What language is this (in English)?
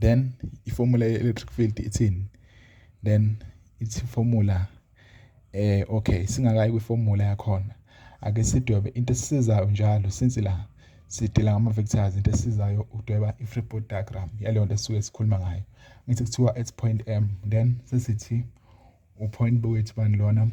Zulu